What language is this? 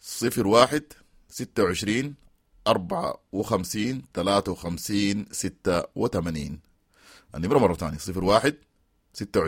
Sudanese Arabic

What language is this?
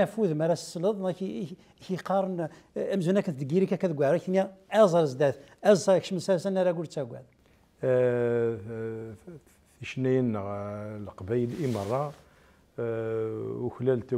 Kabyle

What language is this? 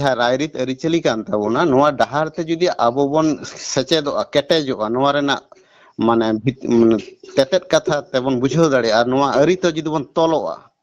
Santali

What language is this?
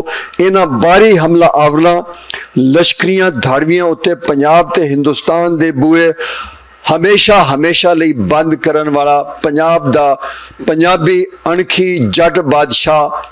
Western Panjabi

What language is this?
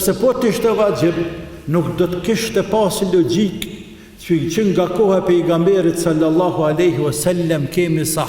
Albanian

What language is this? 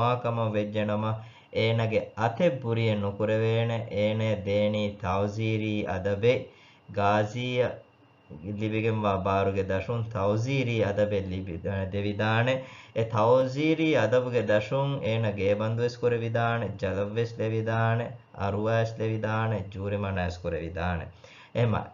Divehi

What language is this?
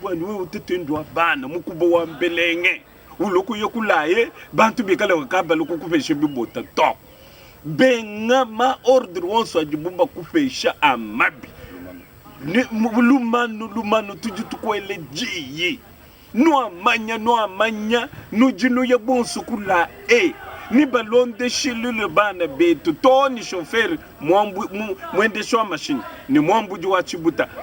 Luba-Lulua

